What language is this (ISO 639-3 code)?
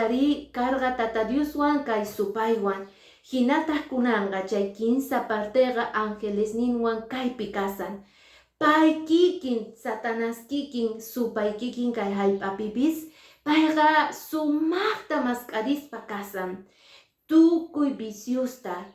que